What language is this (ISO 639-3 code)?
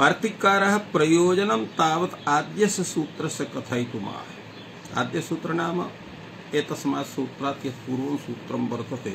san